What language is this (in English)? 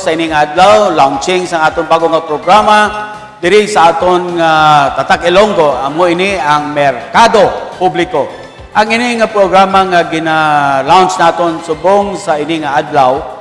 Hiligaynon